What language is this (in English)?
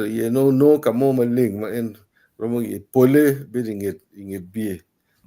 Acoli